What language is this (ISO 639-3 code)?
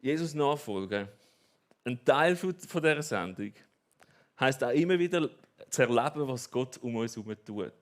gsw